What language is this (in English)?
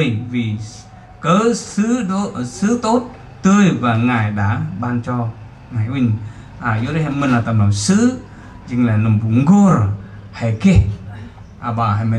Central Mnong